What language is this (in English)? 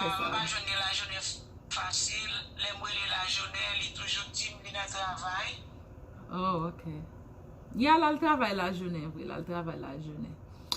Haitian Creole